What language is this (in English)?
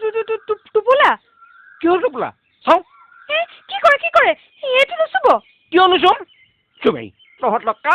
Assamese